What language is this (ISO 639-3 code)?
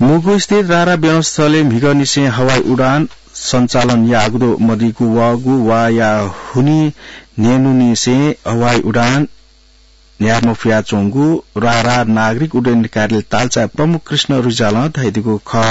new